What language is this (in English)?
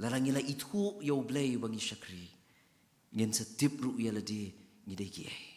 Khasi